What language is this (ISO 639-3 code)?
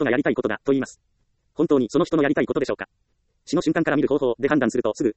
jpn